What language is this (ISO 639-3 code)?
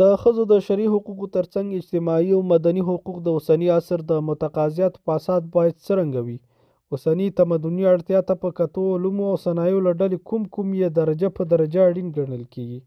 pus